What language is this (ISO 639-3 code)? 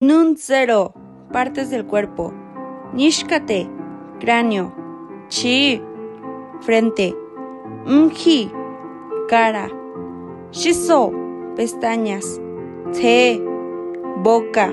maz